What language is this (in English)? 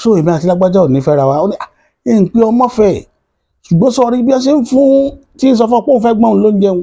Yoruba